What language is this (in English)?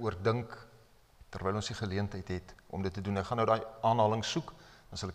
Afrikaans